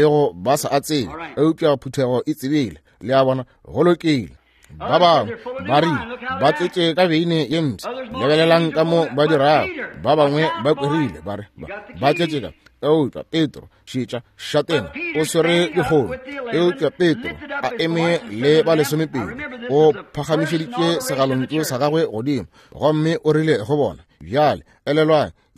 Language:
Northern Sotho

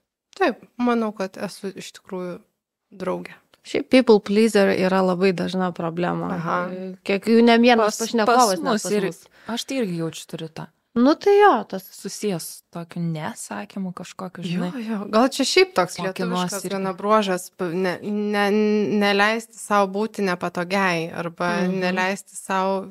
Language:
Lithuanian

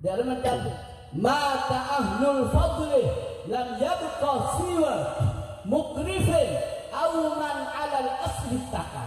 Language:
Madurese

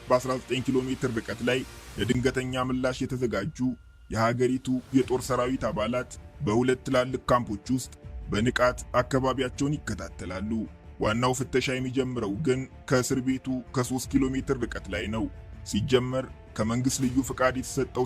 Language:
Amharic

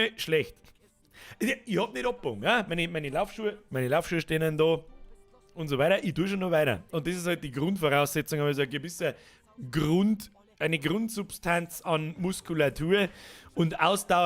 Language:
Bavarian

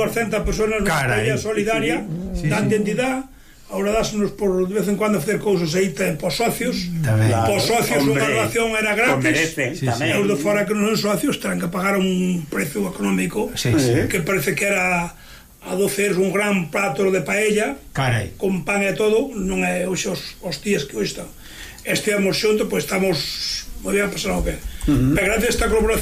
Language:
Galician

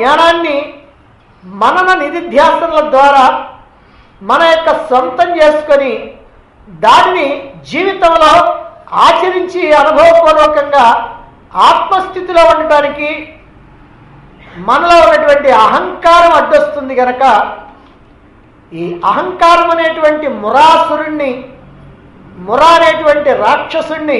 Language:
Telugu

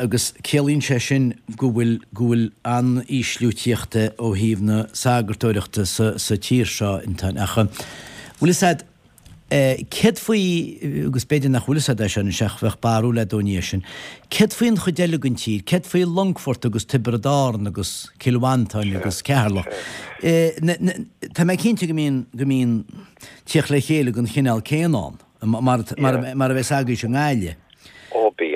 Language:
Irish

